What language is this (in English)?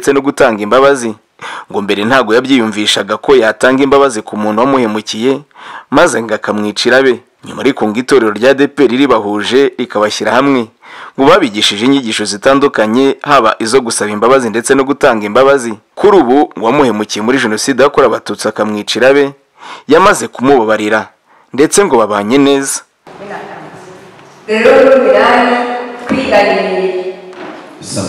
Kinyarwanda